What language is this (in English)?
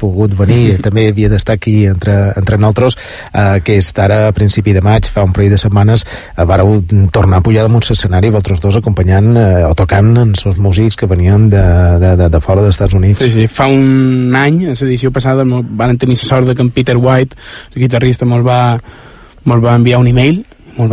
Catalan